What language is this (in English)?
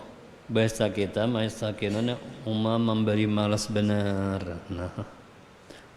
Banjar